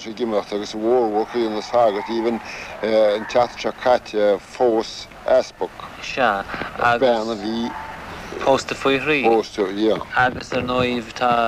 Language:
Irish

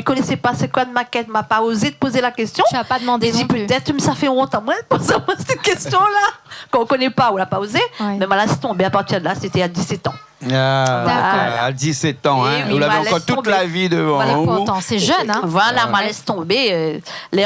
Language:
Réunion Creole French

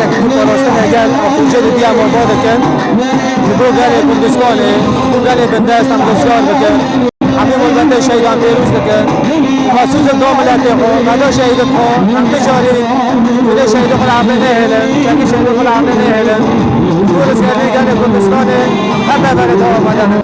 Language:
Kurdish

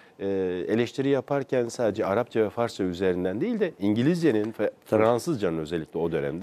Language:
Turkish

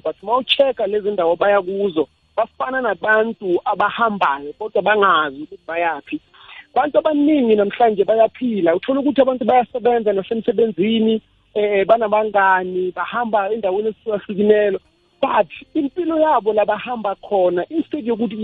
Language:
South Ndebele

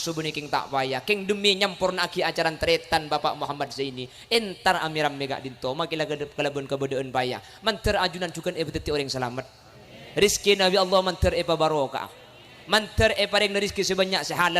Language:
Madurese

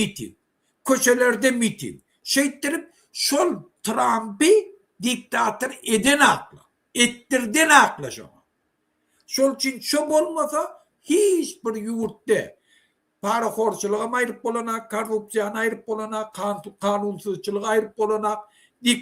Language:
Turkmen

